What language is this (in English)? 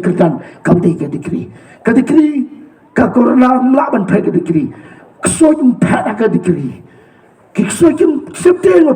Khasi